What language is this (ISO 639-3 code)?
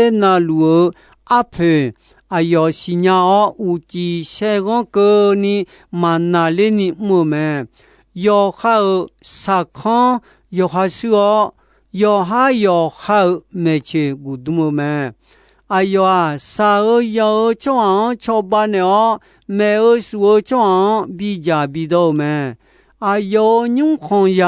ahk